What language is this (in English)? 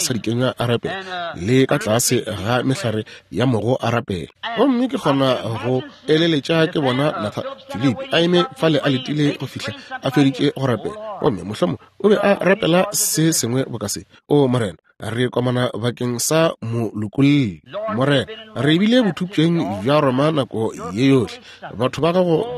Northern Sotho